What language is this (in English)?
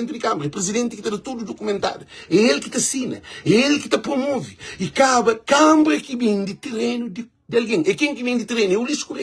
Kabuverdianu